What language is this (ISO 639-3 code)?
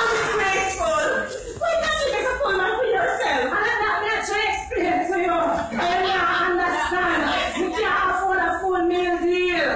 jam